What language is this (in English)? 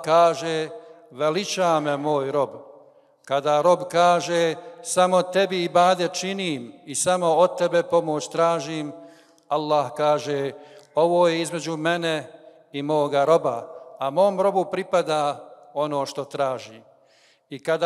Bosnian